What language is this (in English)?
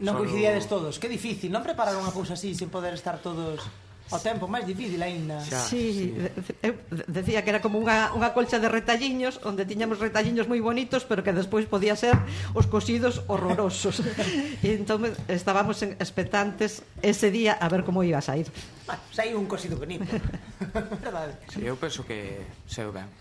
Galician